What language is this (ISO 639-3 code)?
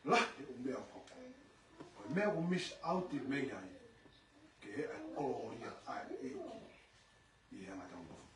ton